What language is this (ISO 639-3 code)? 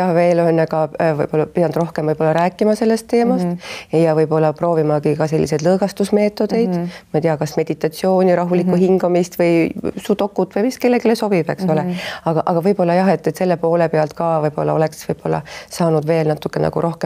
est